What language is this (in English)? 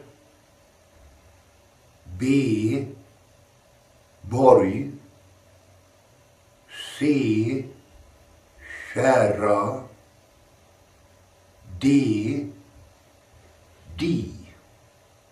Swedish